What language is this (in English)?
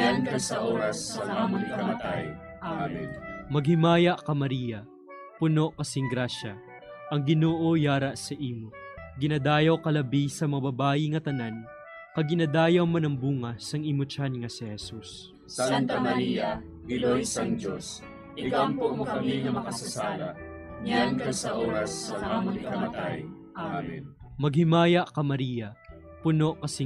Hiligaynon